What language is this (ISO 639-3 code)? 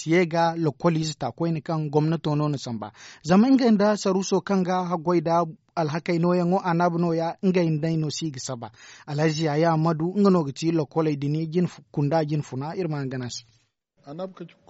dje